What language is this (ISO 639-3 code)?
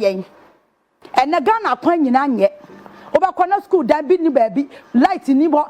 aka